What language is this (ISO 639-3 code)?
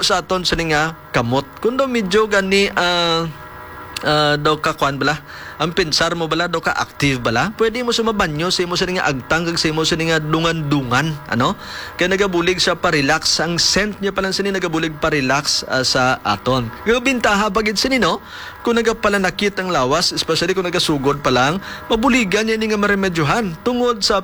hil